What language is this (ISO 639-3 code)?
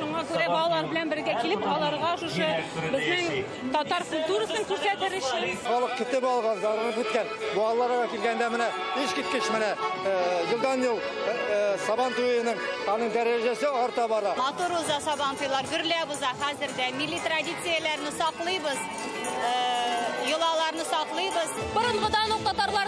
tat